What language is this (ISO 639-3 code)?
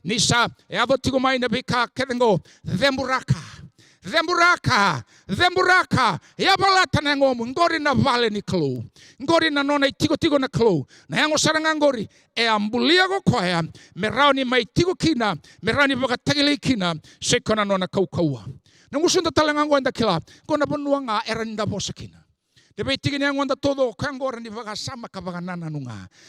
fij